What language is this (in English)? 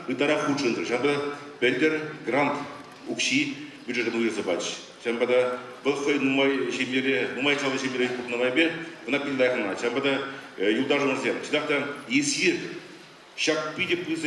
Chuvash